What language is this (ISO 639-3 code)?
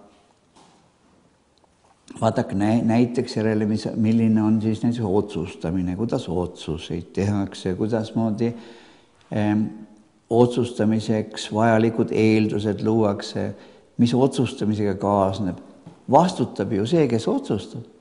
est